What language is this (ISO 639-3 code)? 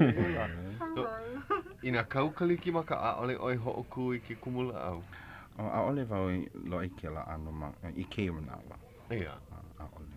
haw